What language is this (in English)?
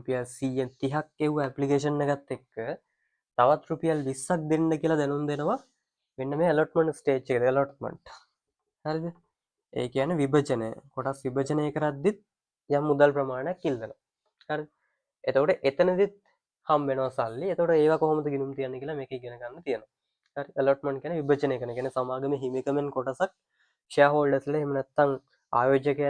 Sinhala